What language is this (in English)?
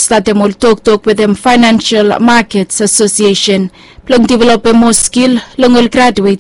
Bislama